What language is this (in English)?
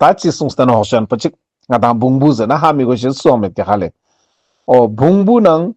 Ladakhi